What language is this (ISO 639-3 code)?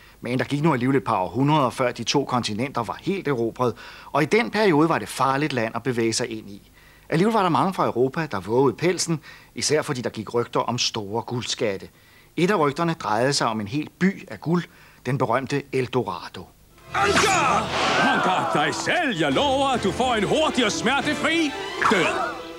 dan